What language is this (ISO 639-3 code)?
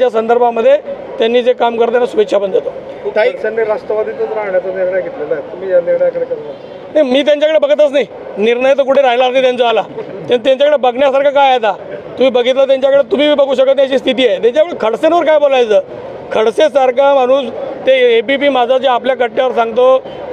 mar